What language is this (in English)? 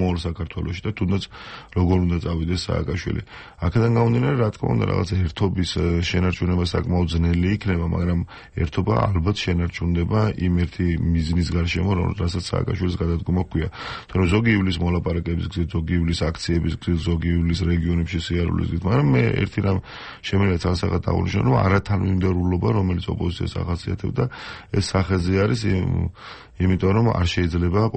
Georgian